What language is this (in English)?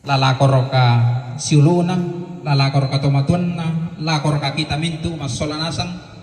Toraja-Sa'dan